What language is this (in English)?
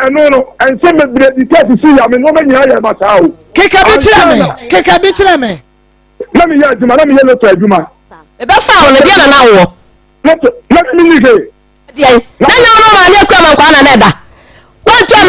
Akan